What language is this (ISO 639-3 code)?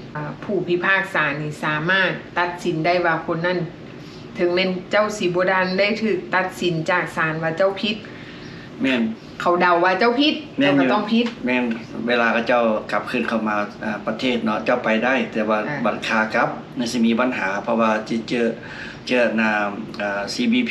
lao